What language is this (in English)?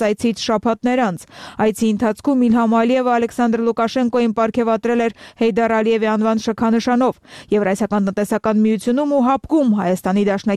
Armenian